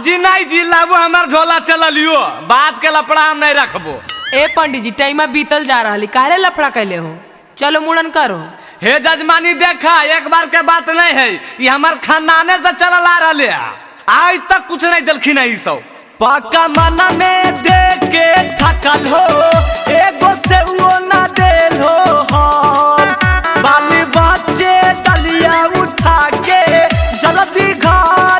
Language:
Magahi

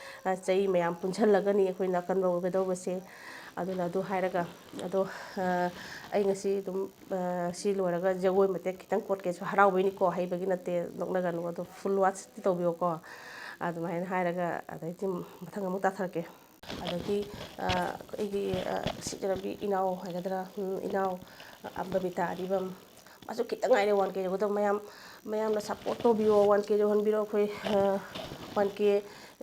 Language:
Manipuri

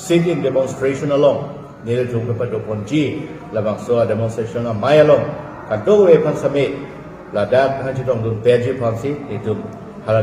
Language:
Karbi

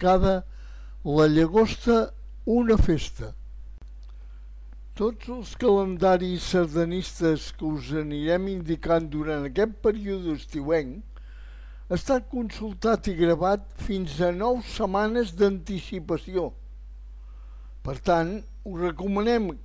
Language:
Catalan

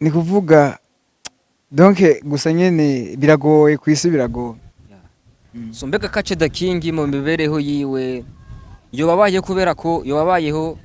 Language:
Rundi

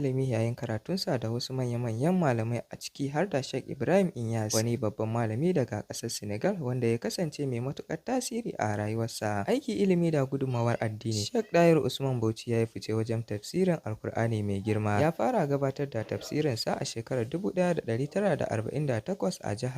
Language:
Hausa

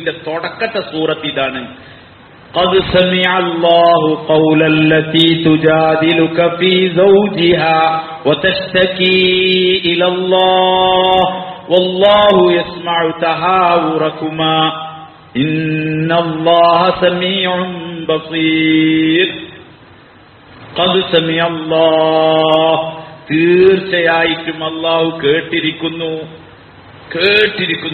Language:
Malayalam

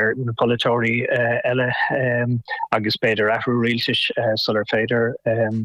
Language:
Irish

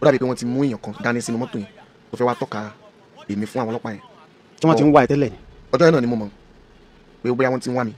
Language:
Yoruba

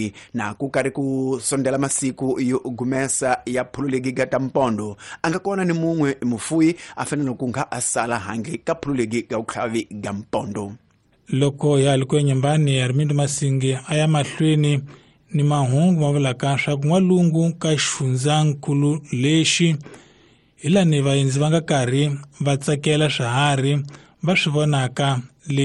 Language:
Tsonga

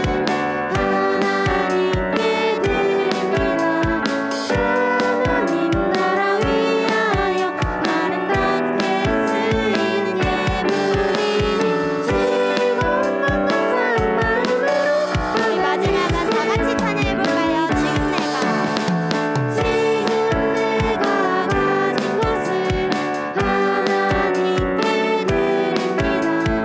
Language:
Korean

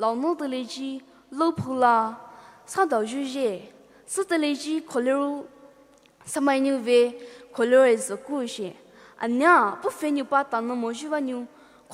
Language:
Poumei Naga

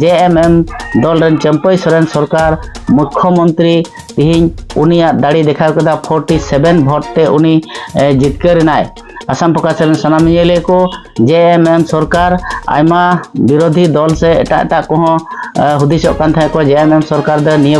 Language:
Santali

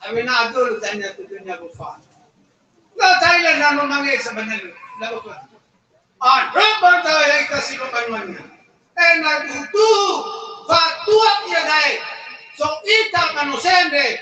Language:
Nias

